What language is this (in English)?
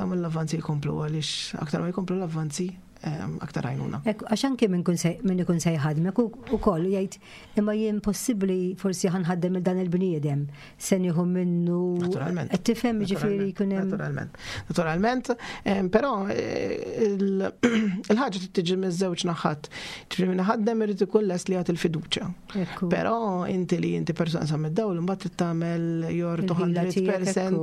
Maltese